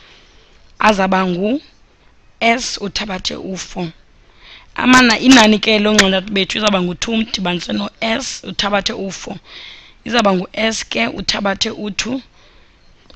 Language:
Xhosa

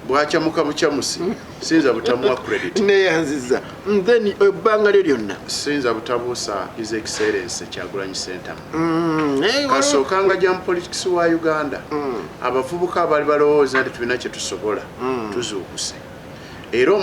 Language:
Ganda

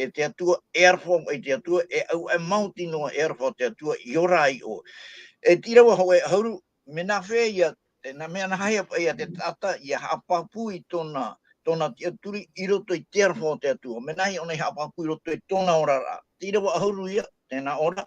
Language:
Tahitian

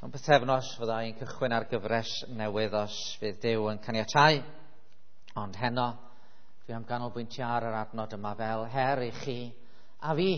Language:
Welsh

